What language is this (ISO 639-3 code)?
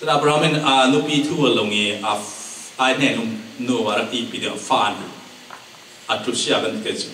cfm